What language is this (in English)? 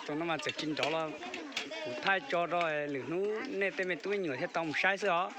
Hmong